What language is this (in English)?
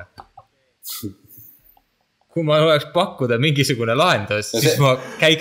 Estonian